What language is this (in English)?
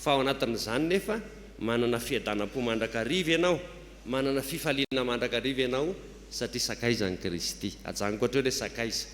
Malagasy